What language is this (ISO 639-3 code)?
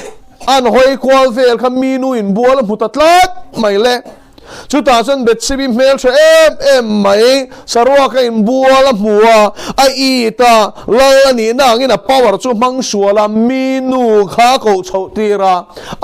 lus